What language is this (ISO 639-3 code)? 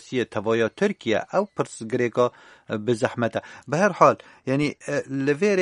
kur